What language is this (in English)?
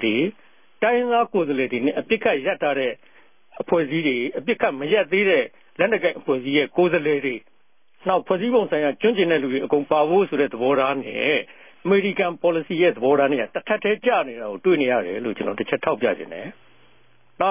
Burmese